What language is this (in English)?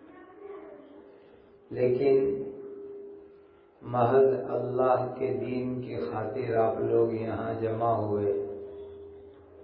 Urdu